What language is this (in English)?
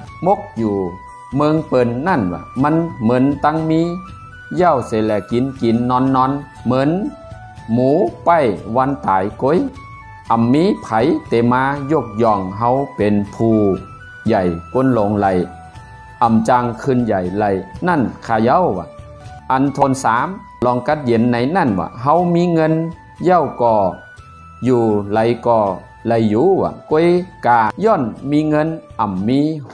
Shan